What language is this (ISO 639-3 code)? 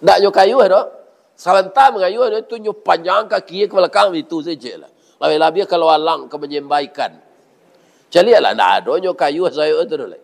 min